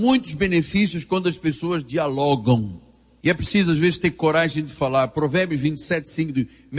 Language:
Portuguese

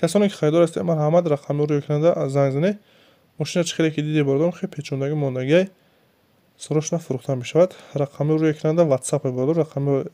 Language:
Tajik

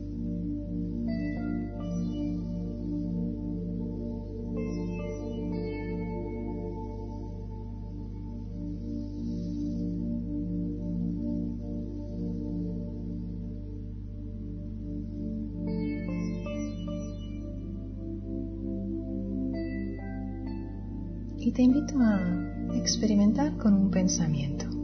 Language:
Spanish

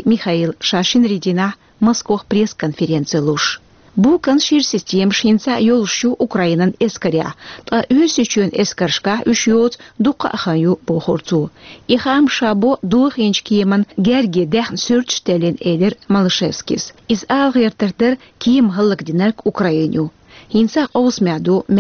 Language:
Chechen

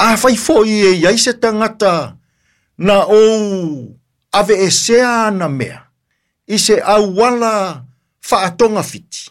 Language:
Samoan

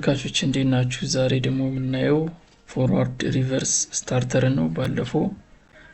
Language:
Amharic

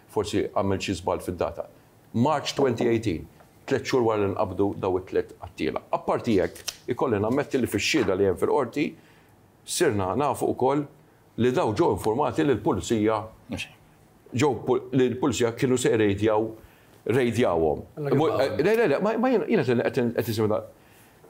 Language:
Maltese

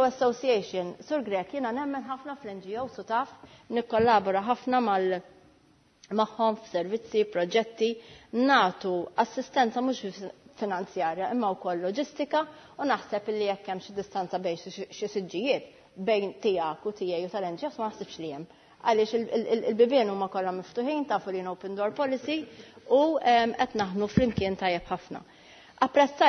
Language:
Maltese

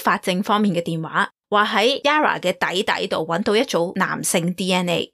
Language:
Cantonese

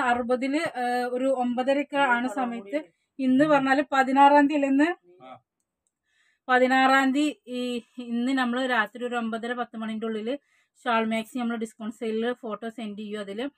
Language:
Malayalam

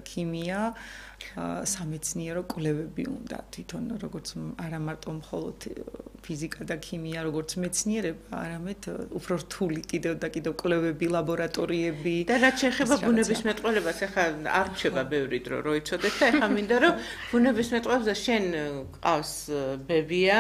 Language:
Georgian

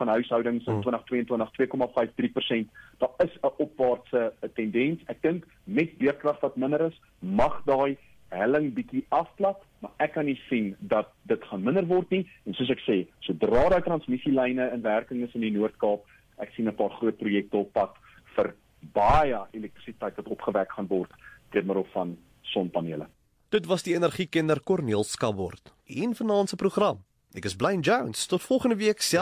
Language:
Afrikaans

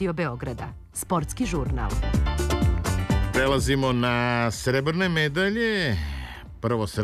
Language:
Serbian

